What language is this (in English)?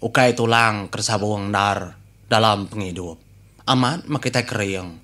Iban